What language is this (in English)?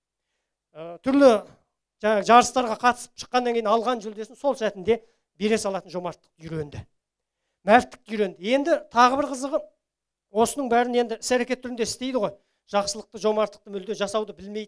Kazakh